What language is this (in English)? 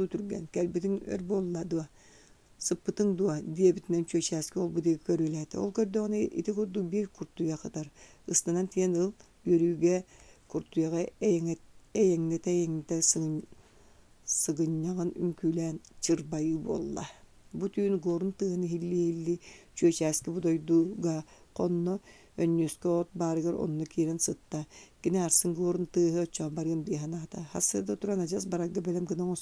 Yakut